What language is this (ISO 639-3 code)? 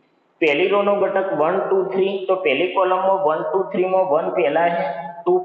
guj